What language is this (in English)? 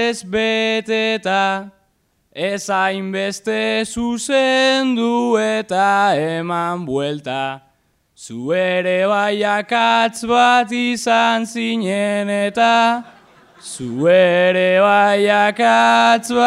Basque